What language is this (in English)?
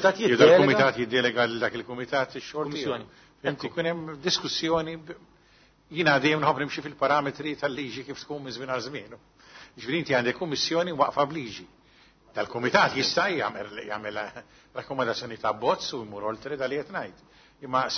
Maltese